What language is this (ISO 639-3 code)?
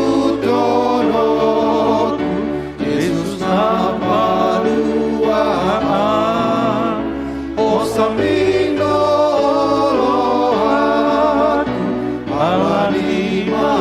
bbc